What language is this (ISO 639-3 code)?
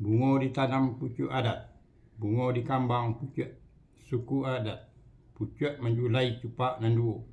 min